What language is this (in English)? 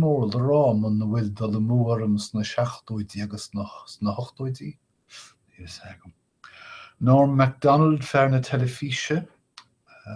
Irish